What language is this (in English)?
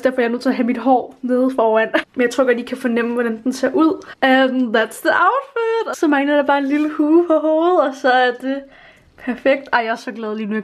Danish